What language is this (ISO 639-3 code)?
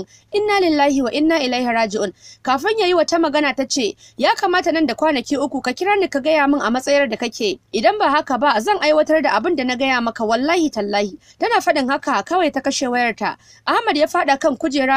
hau